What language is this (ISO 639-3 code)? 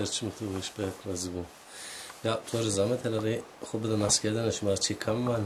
zza